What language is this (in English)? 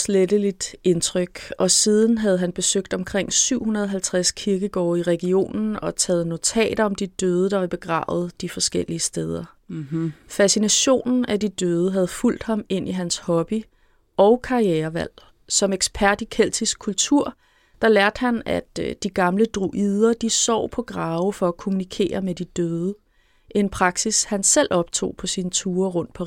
Danish